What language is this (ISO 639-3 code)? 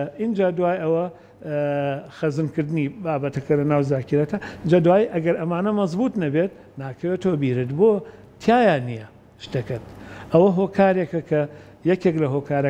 ckb